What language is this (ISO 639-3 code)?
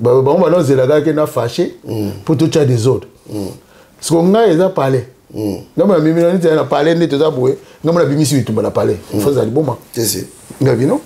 lin